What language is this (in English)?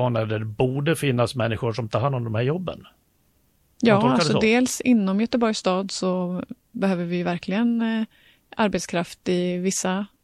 Swedish